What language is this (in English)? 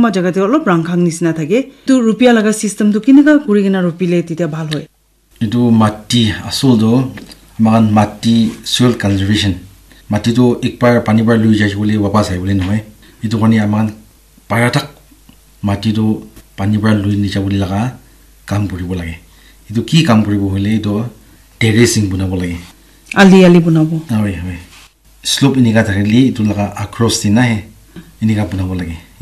Naga Pidgin